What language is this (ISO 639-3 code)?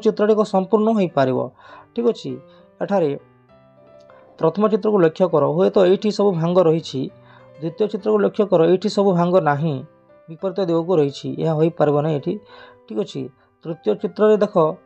ori